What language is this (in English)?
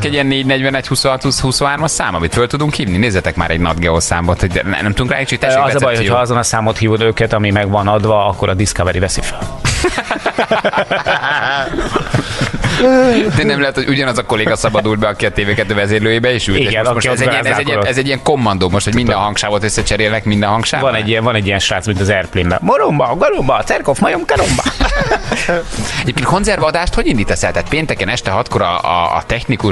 Hungarian